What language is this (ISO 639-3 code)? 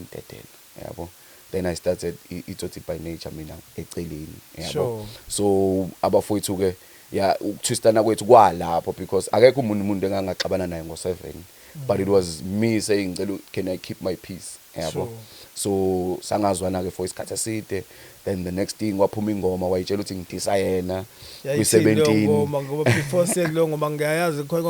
zul